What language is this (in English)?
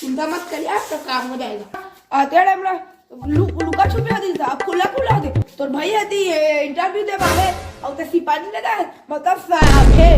Chhattisgarhi